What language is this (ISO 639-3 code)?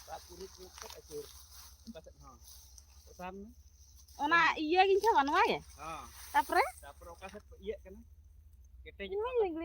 sat